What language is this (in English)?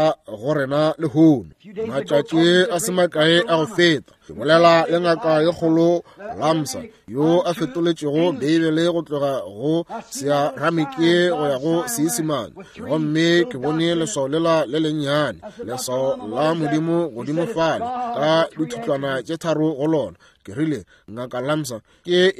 Northern Sotho